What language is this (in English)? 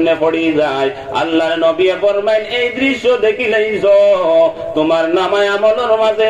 Sylheti